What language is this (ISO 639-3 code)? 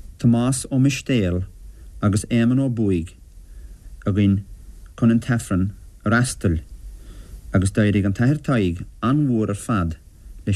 gle